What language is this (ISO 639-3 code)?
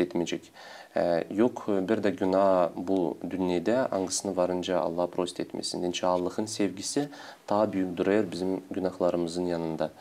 gag